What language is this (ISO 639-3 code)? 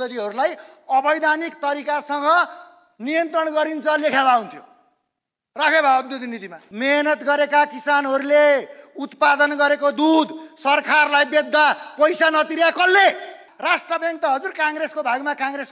nep